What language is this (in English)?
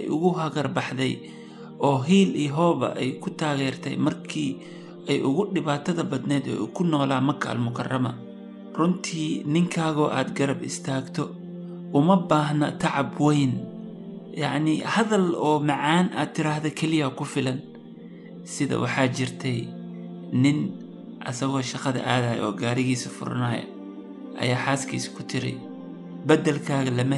Somali